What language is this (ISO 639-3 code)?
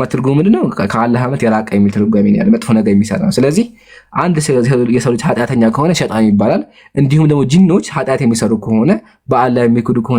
amh